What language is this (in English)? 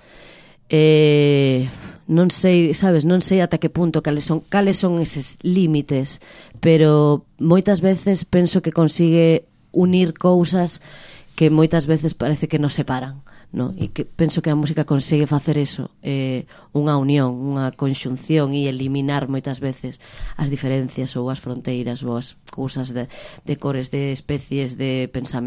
Galician